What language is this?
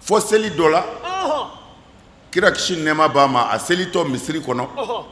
Bambara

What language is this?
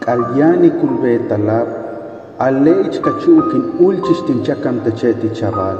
Huastec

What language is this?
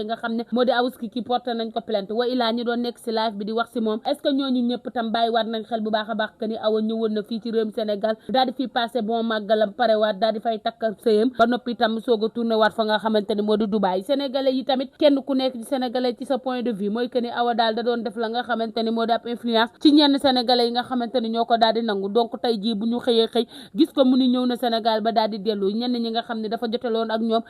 Wolof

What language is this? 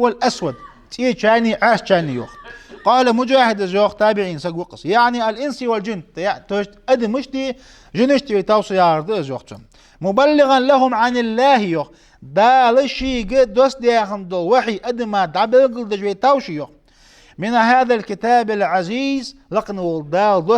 Ingush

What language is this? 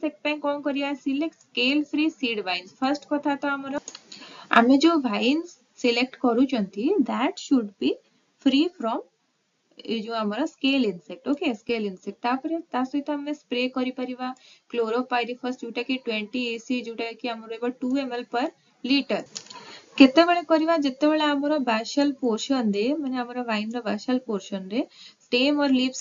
Odia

